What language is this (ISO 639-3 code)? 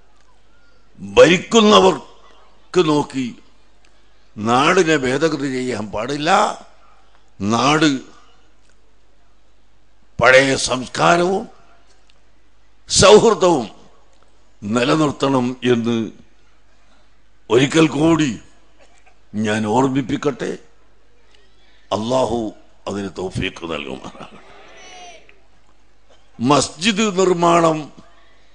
mal